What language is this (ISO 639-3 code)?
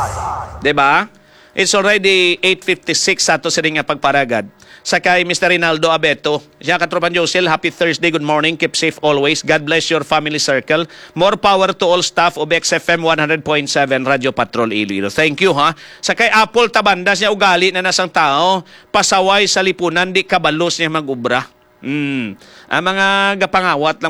hil